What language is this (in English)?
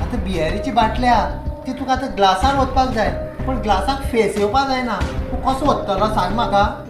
Konkani